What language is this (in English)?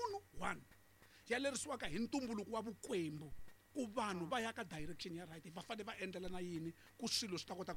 Tsonga